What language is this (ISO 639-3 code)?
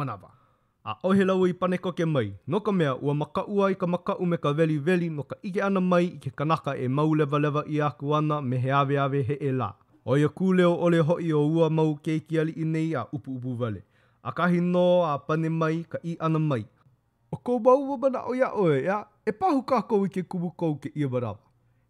haw